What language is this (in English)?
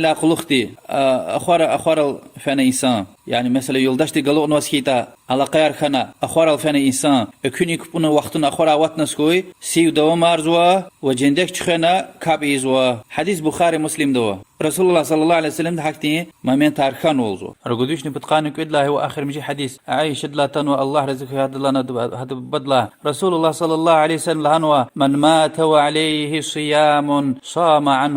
Lezghian